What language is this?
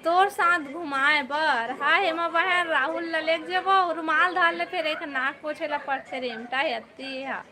Chhattisgarhi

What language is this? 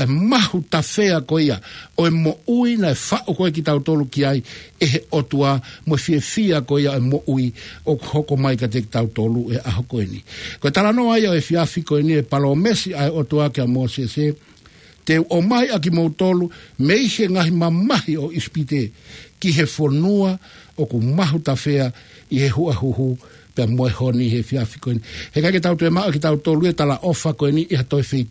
Tongan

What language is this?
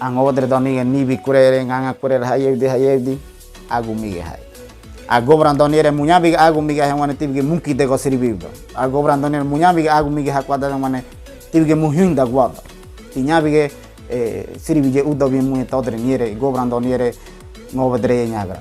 Ngäbere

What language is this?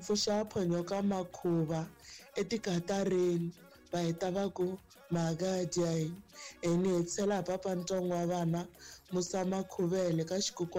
Tsonga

